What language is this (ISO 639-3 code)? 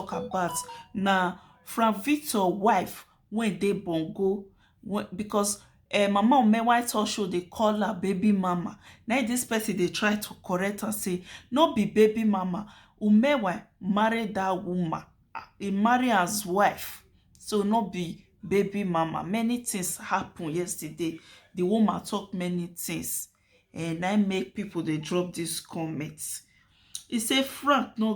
pcm